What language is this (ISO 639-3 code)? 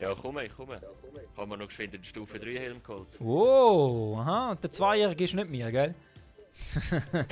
gsw